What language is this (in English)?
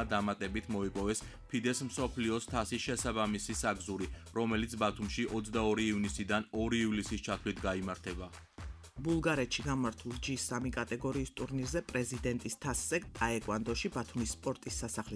Georgian